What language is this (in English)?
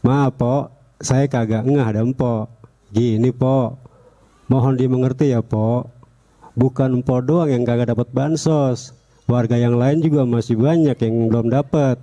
Betawi